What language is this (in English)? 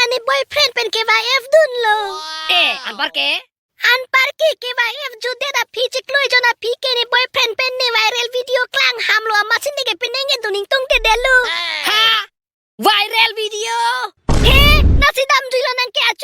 Karbi